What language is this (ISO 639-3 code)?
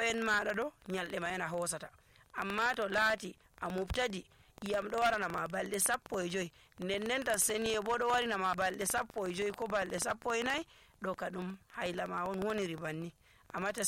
fuv